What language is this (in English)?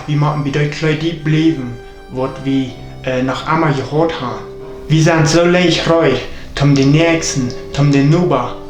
Plautdietsch